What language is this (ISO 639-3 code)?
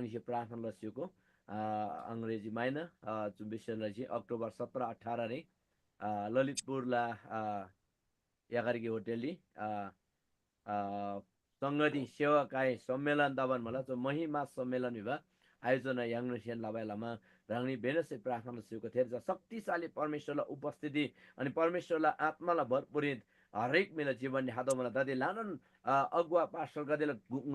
taj